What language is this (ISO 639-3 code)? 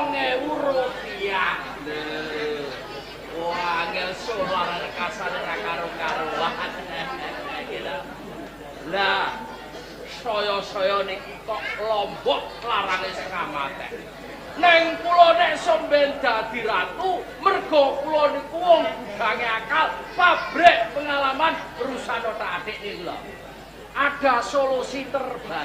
jav